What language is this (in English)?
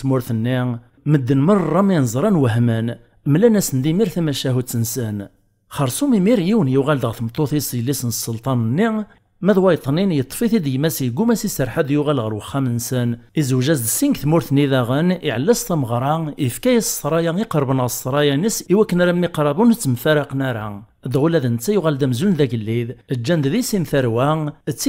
Kabyle